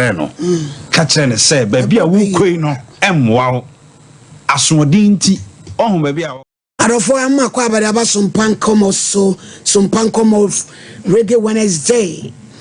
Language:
Akan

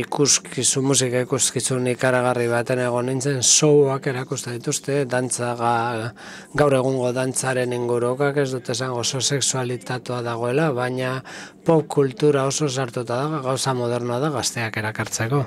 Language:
Basque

